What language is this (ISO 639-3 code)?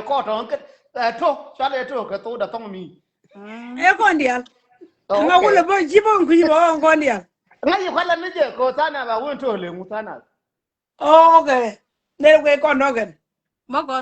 nus